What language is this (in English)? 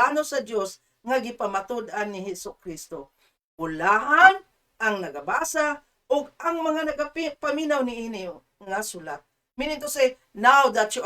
Cebuano